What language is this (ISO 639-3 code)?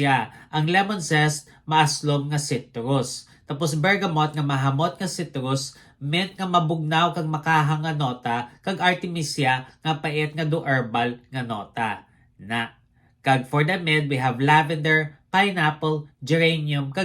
hil